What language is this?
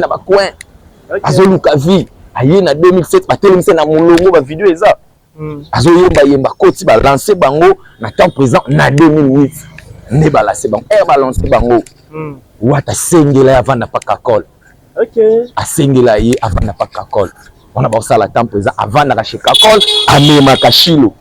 Lingala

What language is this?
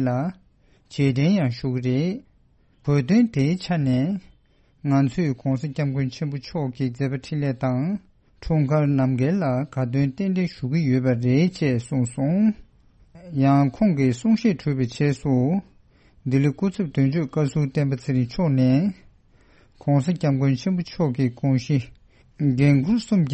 Tibetan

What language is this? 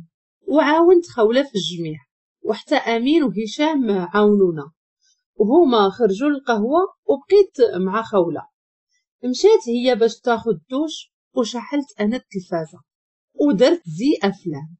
Moroccan Arabic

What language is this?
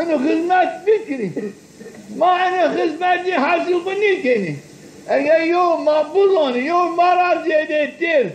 Zaza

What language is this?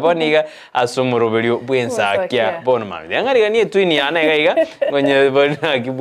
Gusii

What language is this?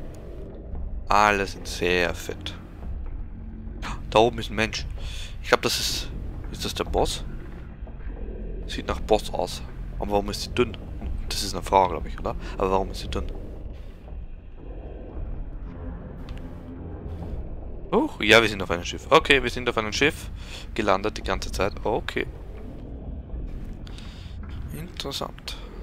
German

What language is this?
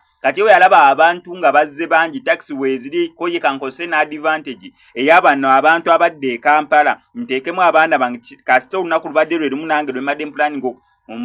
Ganda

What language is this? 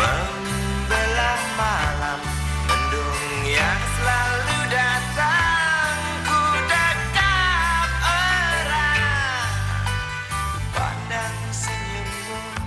Betawi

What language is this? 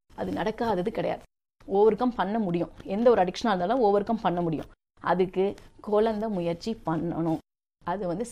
Tamil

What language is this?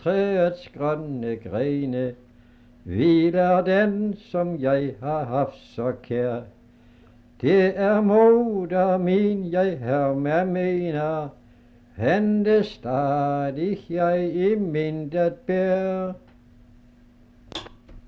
Danish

